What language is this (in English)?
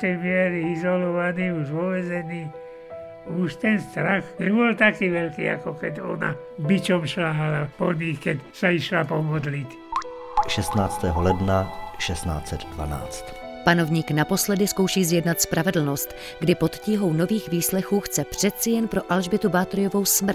Slovak